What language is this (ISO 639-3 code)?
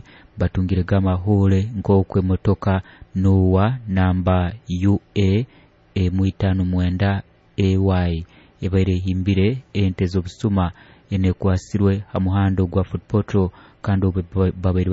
nyo